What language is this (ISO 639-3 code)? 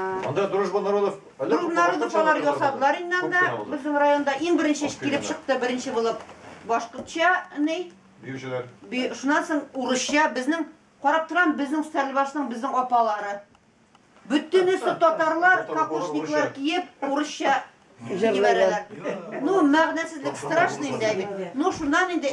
tat